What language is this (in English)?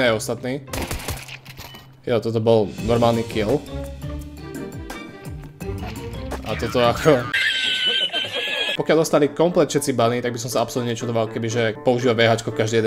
Slovak